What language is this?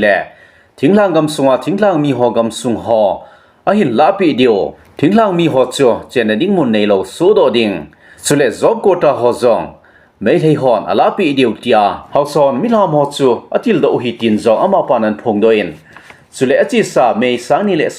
Thado Chin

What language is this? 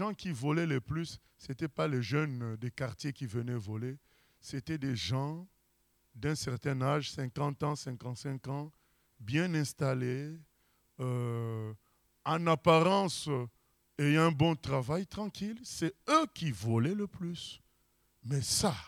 French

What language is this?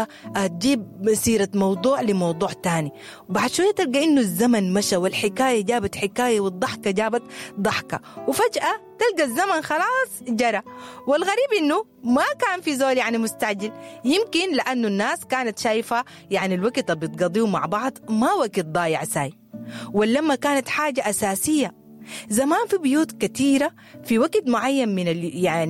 Sudanese Arabic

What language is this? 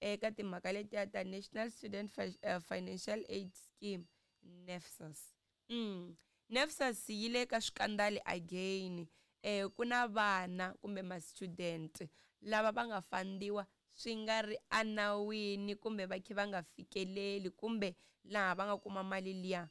Tsonga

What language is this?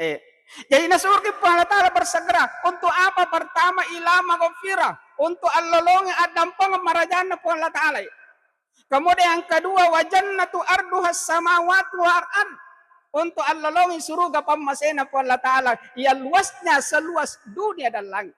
Buginese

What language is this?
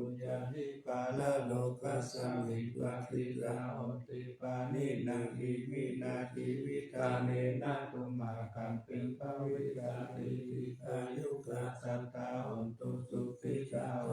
Pali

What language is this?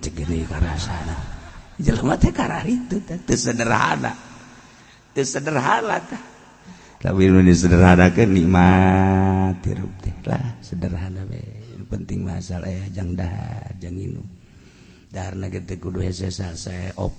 Sundanese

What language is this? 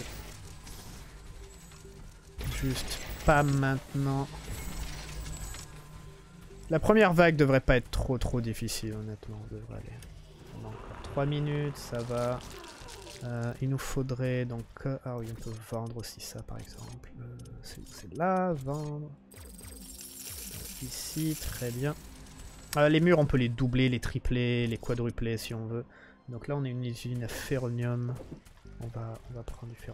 French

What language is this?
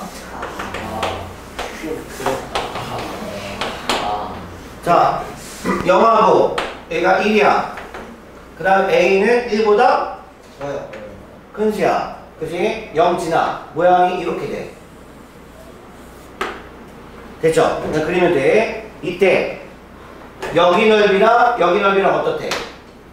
Korean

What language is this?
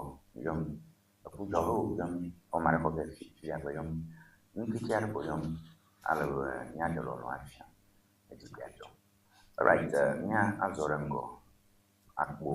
Ewe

